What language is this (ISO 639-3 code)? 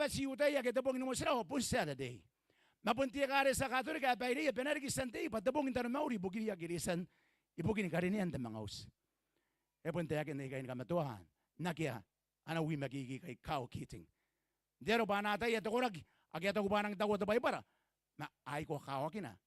gil